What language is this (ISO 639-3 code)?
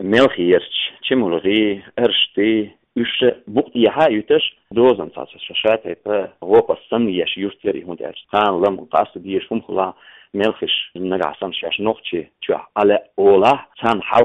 che